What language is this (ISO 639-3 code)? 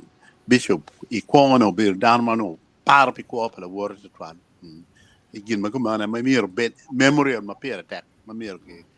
ach